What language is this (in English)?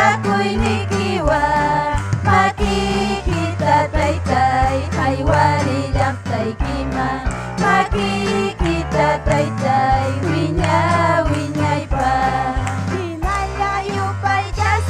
Ayacucho Quechua